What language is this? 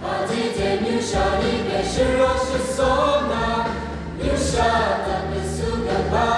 Kachin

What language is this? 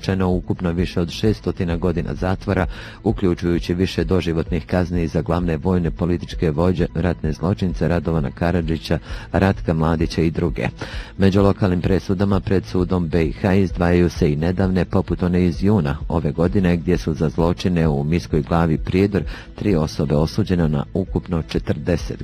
Bosnian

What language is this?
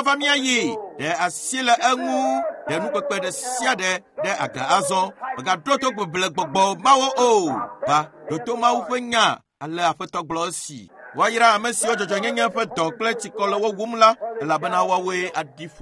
Ewe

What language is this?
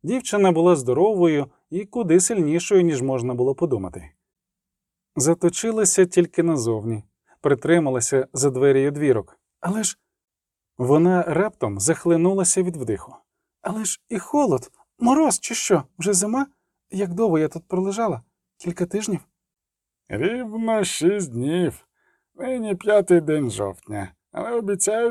Ukrainian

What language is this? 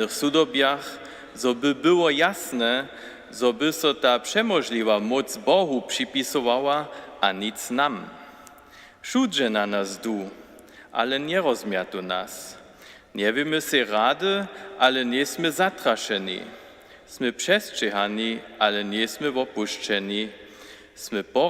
Upper Sorbian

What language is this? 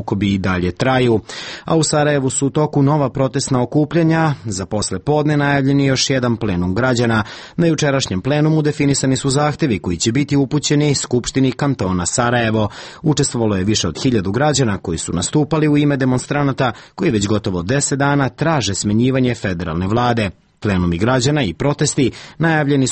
Serbian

